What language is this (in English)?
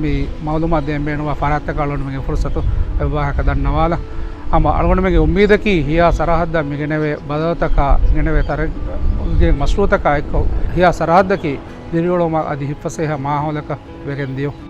Divehi